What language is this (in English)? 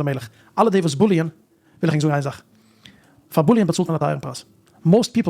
Yiddish